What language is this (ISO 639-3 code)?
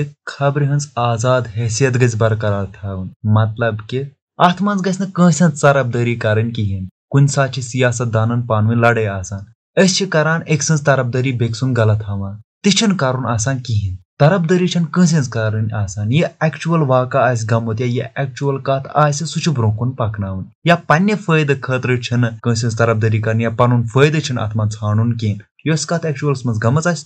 kas